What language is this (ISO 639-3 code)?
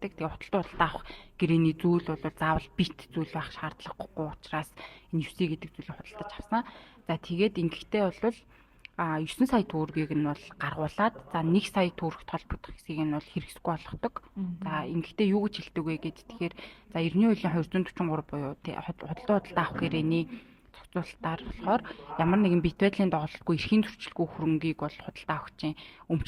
mon